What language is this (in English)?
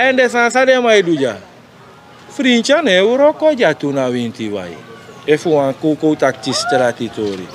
Sranan Tongo